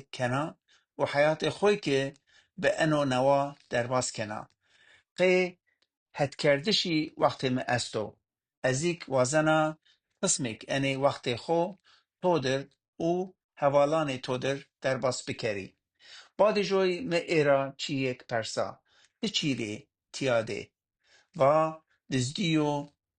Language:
Kurdish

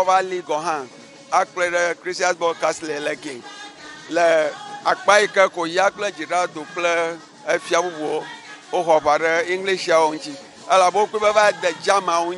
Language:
Ewe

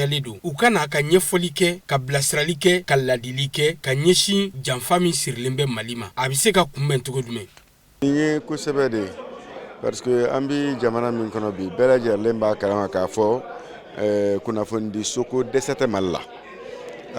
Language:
Bambara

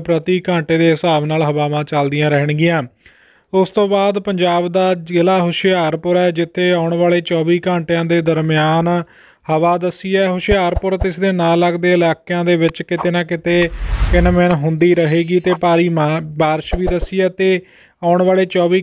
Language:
Punjabi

